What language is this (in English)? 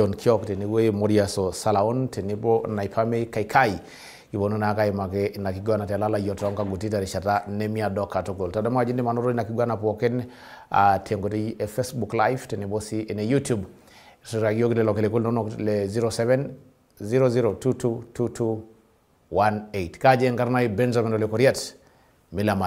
Masai